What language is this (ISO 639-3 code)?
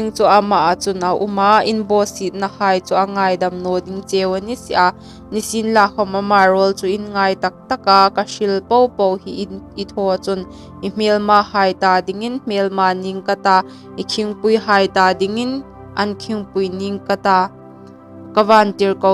hmr